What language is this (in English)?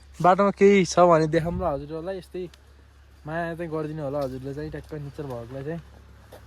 Nepali